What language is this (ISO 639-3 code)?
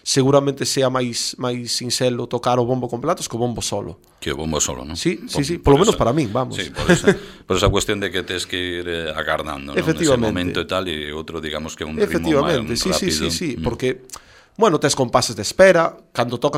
glg